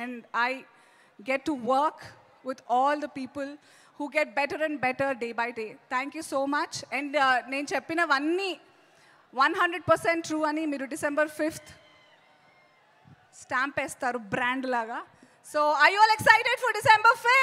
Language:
Telugu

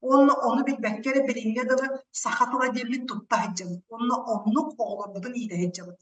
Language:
Yakut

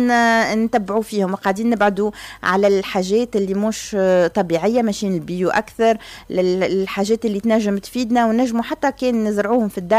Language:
Tunisian Arabic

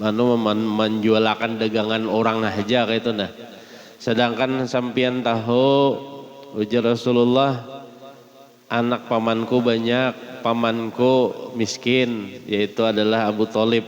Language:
Banjar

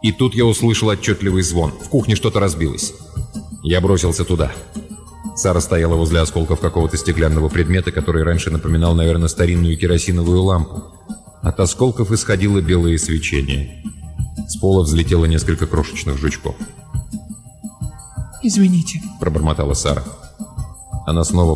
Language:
Russian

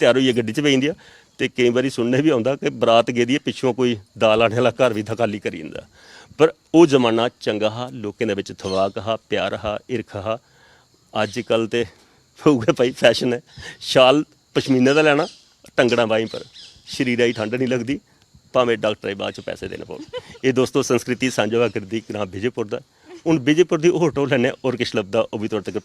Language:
Dogri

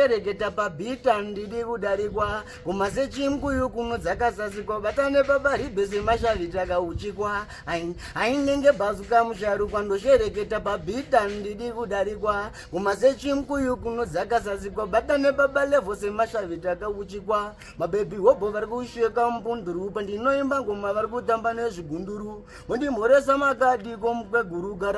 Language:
Shona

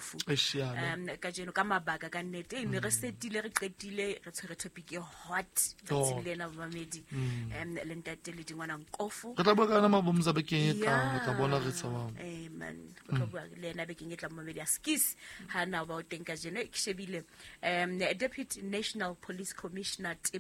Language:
Southern Sotho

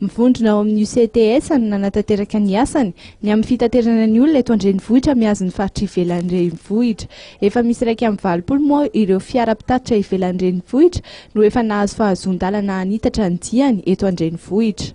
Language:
Malagasy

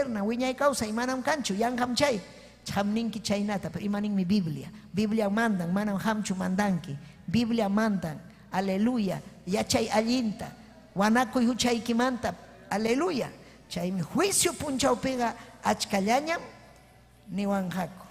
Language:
Ayacucho Quechua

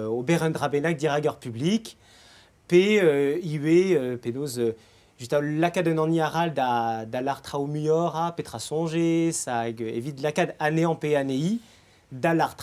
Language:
Breton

